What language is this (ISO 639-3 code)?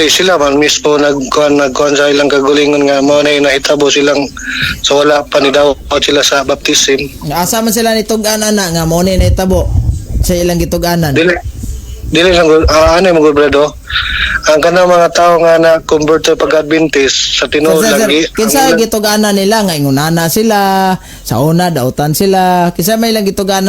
ceb